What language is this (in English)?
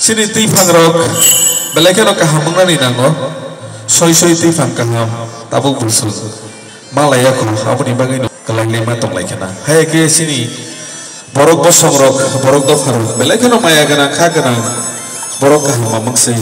Kok Borok